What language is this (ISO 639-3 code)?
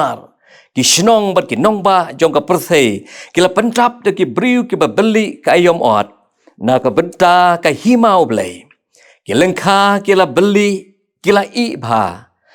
kha